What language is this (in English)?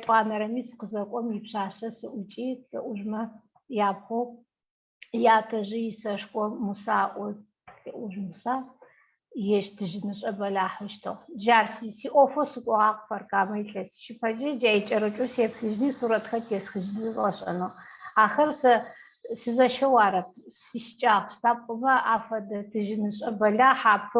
Adyghe